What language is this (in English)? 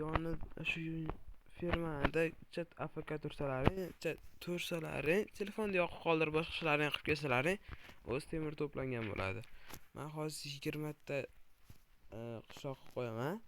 Uzbek